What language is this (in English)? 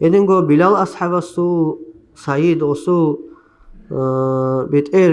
Avaric